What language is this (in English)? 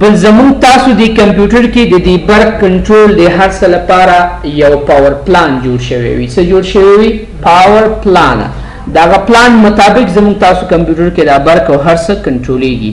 Pashto